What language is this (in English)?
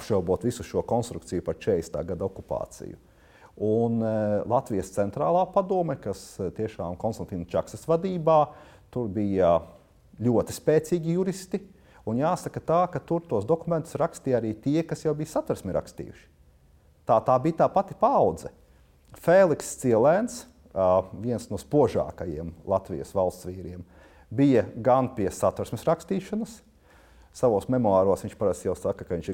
Latvian